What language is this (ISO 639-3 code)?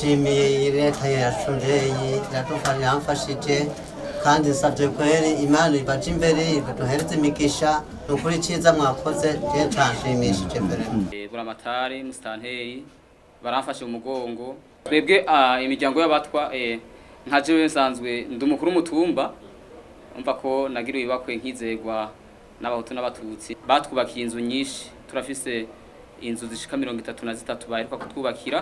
run